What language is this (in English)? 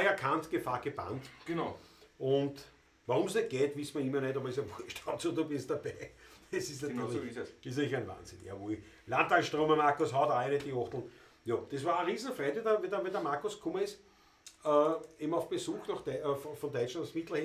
Bavarian